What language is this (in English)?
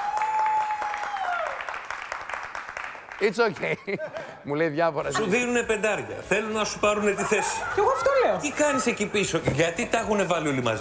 Greek